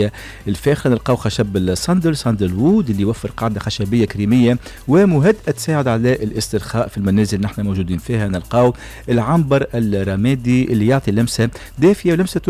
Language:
Tunisian Arabic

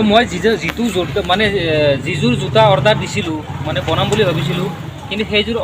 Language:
Assamese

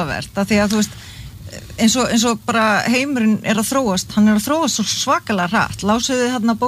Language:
Icelandic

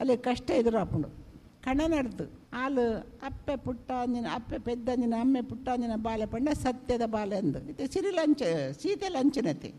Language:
Tulu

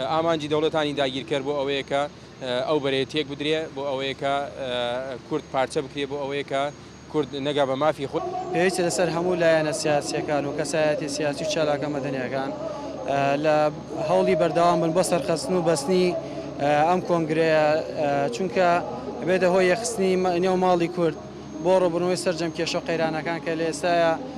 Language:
Central Kurdish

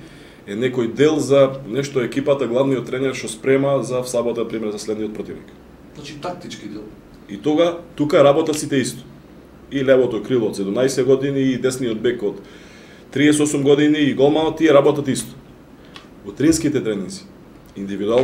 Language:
Macedonian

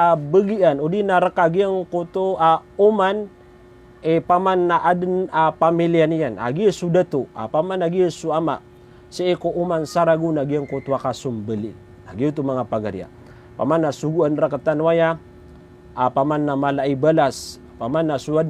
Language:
Maranao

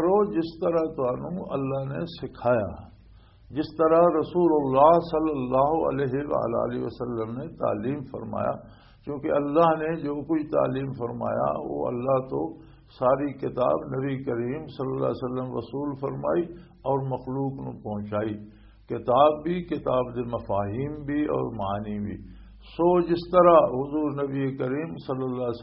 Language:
Western Panjabi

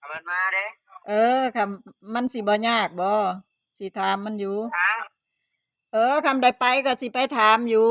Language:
Northeastern Thai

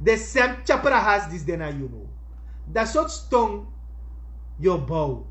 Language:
Sranan Tongo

